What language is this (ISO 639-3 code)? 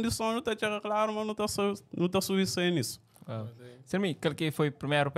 kea